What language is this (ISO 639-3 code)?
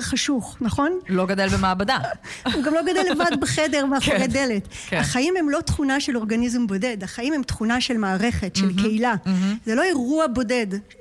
heb